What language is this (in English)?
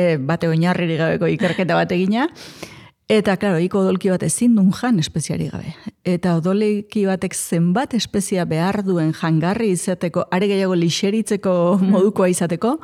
Basque